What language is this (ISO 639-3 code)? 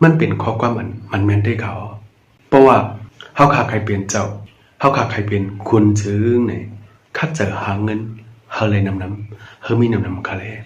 shn